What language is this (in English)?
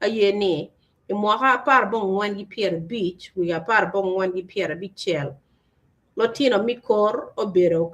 Acoli